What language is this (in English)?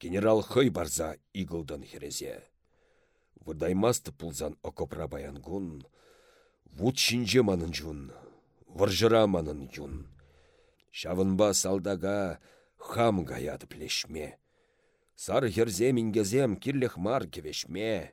Chuvash